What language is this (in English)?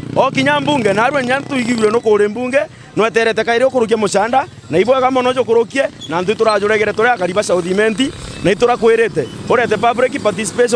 Meru